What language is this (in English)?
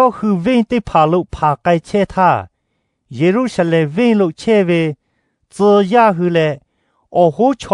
Lahu